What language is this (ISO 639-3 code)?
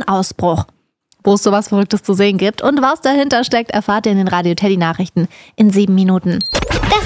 deu